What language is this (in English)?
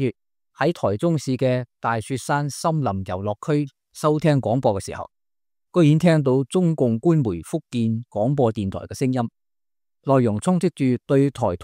Cantonese